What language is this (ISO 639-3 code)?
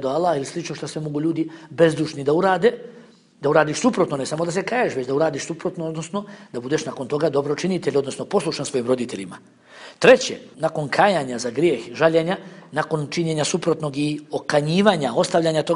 bos